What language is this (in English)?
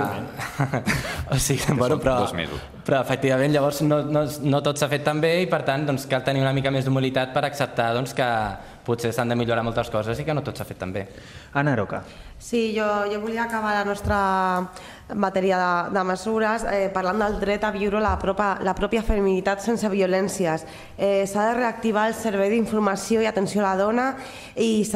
Catalan